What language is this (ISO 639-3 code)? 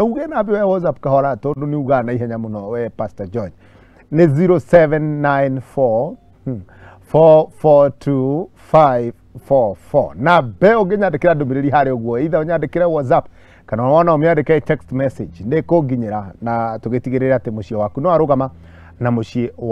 kik